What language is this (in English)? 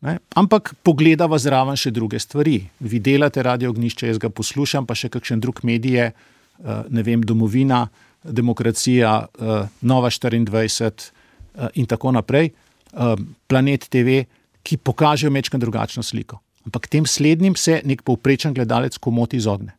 Slovenian